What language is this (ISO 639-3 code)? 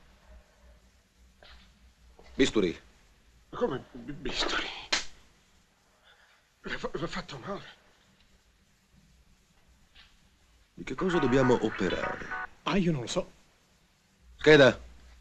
ita